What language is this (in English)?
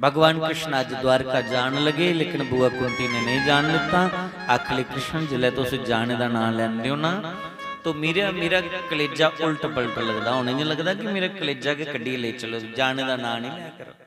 Dogri